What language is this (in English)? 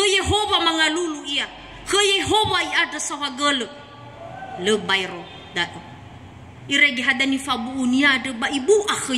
Nias